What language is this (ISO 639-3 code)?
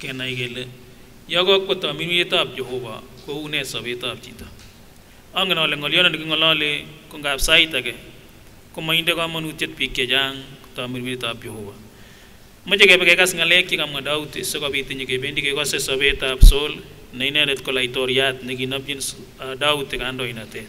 sgc